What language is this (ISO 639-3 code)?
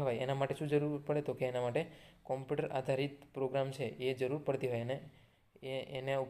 guj